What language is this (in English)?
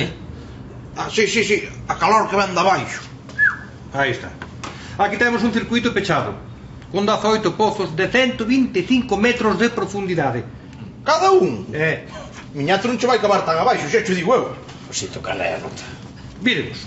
Galician